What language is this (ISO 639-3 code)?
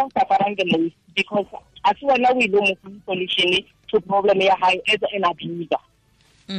tsn